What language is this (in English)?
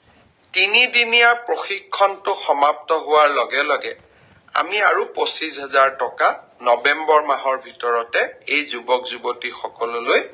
Assamese